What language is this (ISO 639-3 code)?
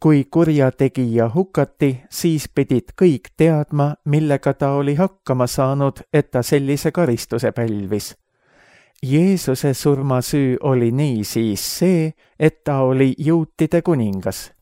est